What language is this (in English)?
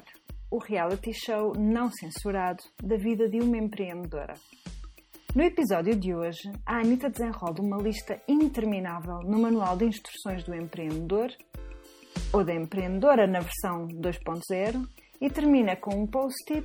Portuguese